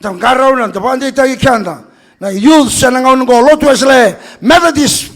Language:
Fijian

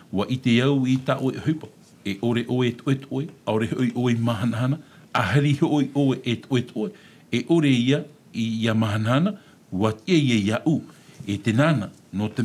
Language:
Tahitian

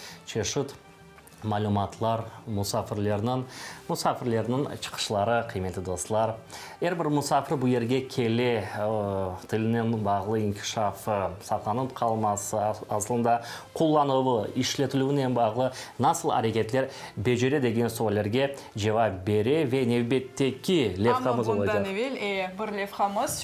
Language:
Crimean Tatar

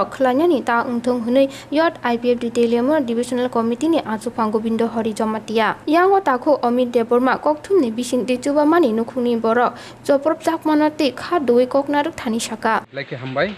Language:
Kok Borok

